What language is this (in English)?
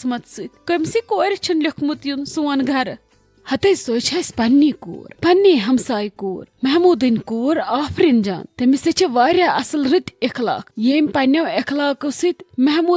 Kashmiri